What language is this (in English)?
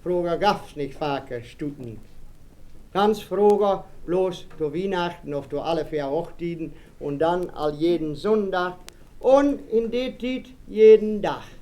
Westphalien